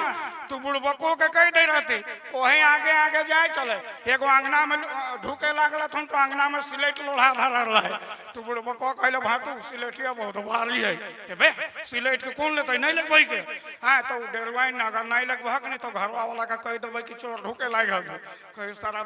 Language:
Sadri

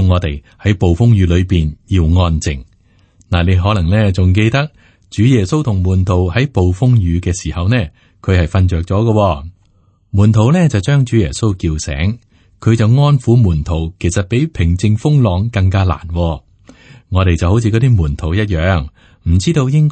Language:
Cantonese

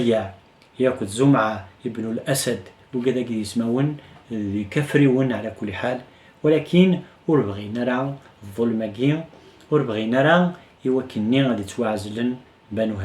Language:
Kabyle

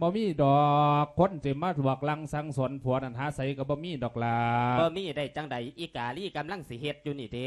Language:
Lao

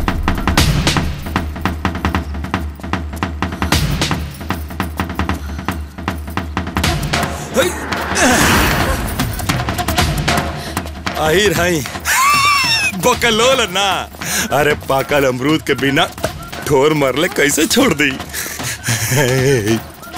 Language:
Bhojpuri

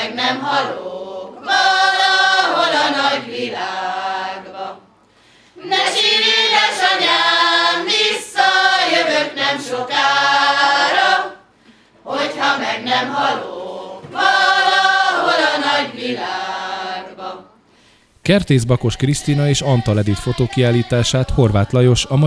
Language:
Hungarian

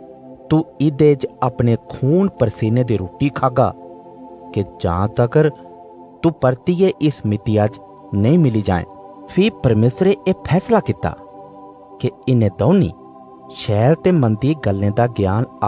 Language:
Dogri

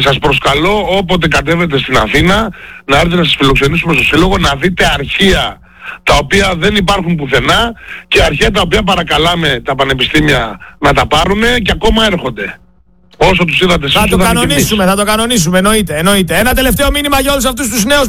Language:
Greek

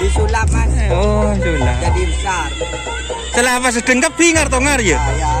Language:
Madurese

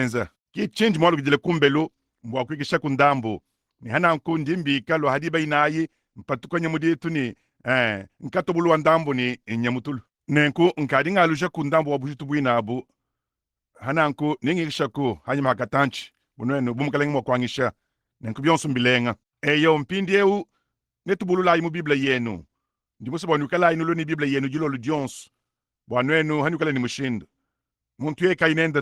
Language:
Luba-Lulua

